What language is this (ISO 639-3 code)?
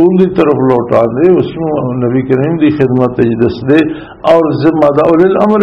lah